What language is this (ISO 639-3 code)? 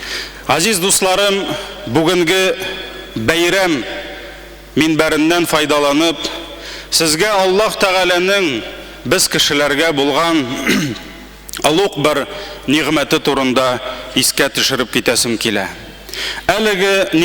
tat